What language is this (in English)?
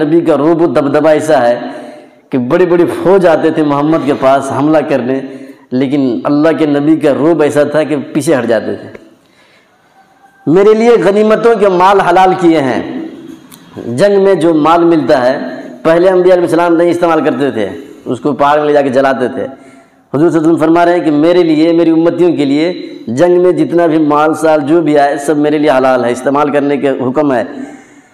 Urdu